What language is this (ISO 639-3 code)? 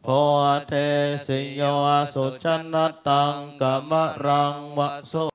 pli